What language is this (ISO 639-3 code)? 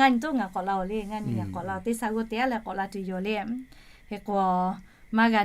lhu